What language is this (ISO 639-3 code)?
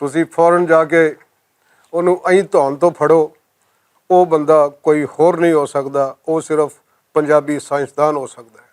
lah